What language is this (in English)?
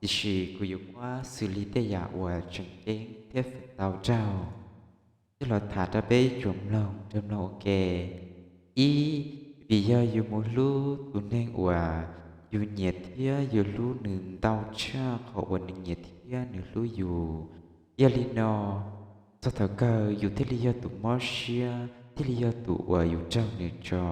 Hmong